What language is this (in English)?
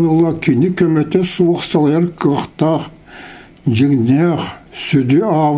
Yakut